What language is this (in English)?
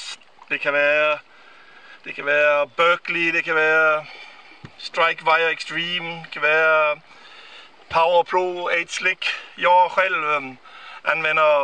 Danish